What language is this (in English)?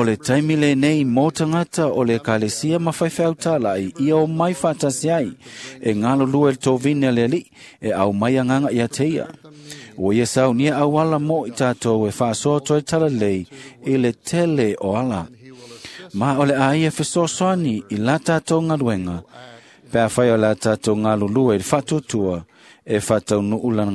Samoan